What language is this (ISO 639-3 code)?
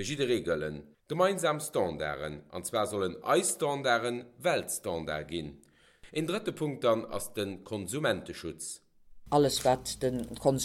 ltz